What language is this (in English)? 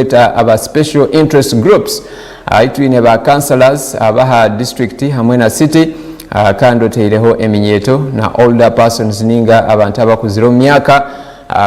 Nyankole